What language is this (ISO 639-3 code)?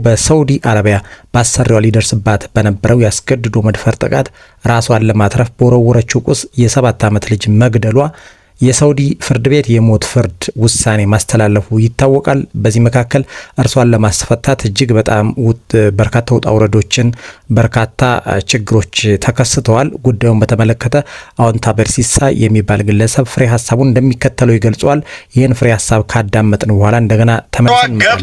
amh